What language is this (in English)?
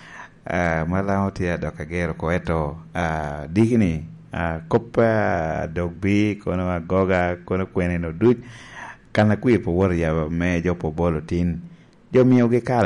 Lango (Uganda)